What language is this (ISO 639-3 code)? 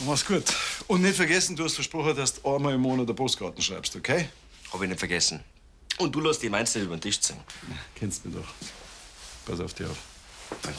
bar